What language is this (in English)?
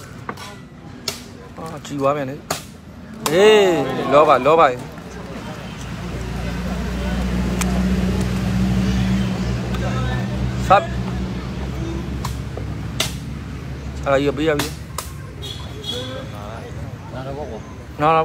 Burmese